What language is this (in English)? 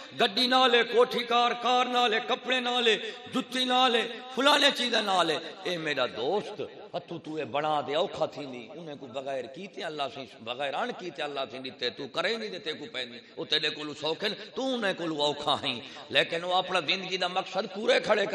Saraiki